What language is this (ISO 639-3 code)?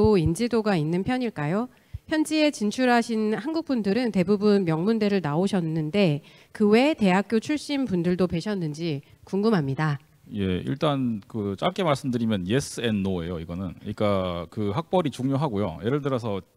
kor